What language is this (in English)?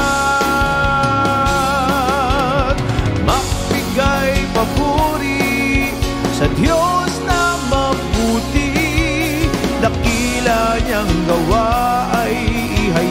Filipino